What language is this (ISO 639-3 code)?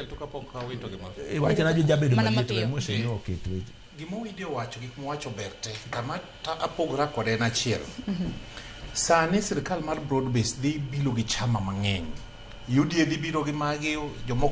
luo